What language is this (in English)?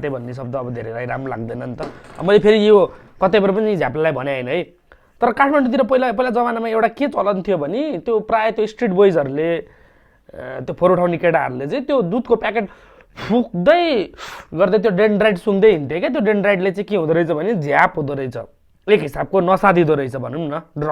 Nepali